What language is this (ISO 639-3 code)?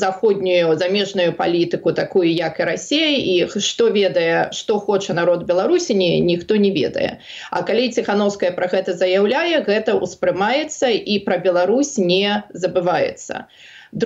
bel